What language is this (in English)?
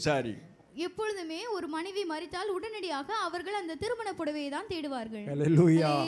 Tamil